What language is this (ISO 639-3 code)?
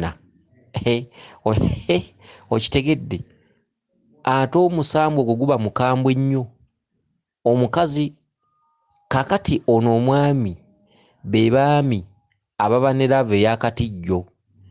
lug